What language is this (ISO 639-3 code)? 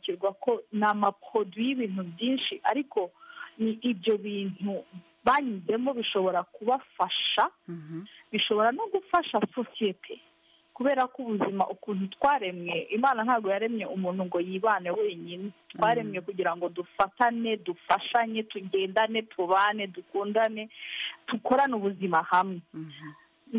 kin